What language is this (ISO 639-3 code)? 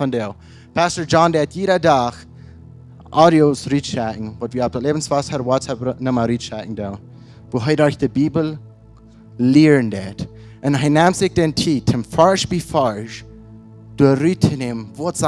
pdt